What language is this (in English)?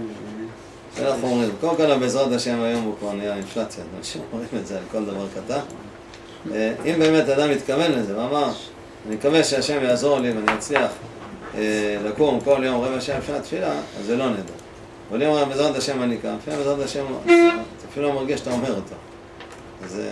Hebrew